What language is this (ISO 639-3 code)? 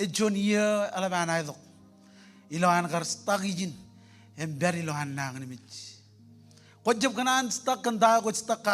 mah